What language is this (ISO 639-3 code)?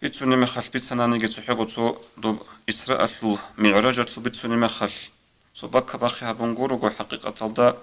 ava